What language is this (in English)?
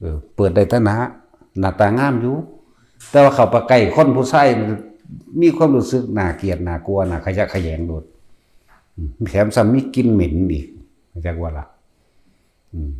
Northeastern Thai